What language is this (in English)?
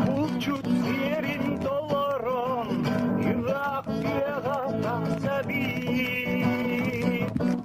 Yakut